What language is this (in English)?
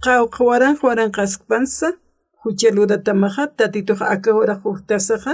Aymara